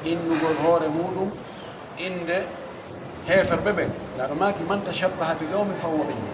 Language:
Pular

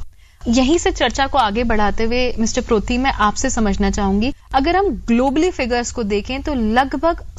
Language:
Hindi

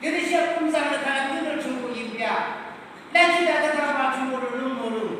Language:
Yimchungru Naga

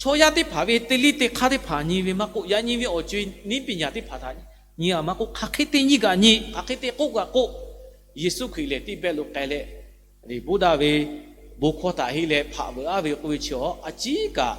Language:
Lahu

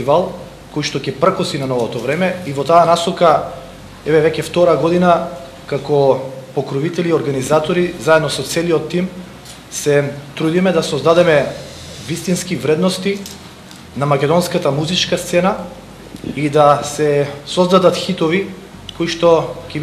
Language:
Macedonian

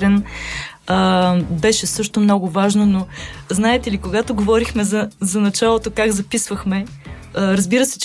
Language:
Bulgarian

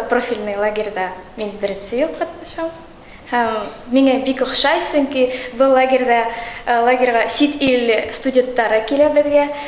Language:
Bashkir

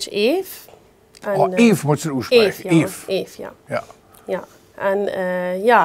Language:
Limburgish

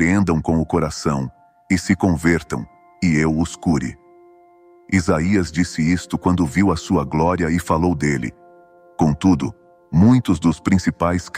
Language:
Portuguese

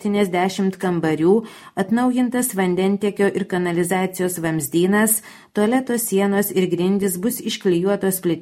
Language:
Lithuanian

